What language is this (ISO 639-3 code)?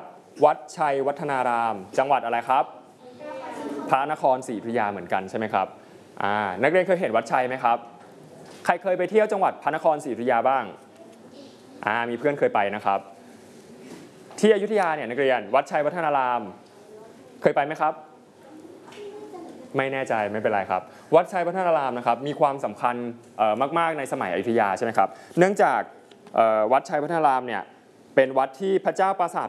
tha